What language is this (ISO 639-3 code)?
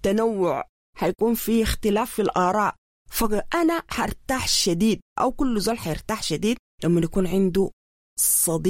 apd